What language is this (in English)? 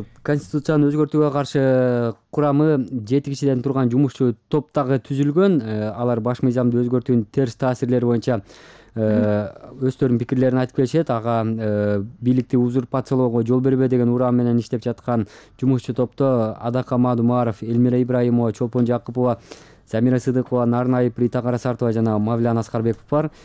Kyrgyz